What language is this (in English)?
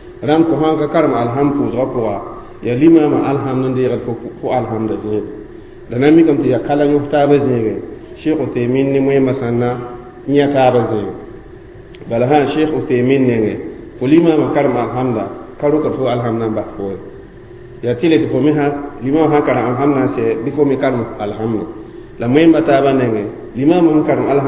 Mossi